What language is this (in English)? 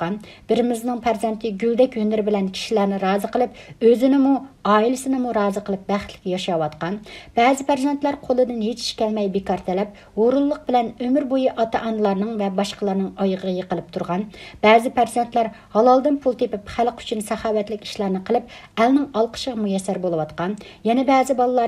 Uyghur